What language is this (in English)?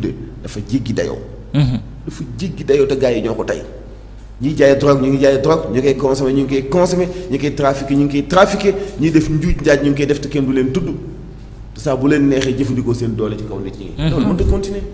Wolof